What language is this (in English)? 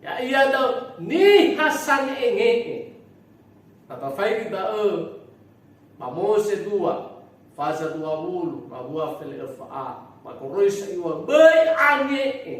Nias